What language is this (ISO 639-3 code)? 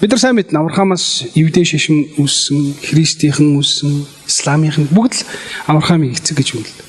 mon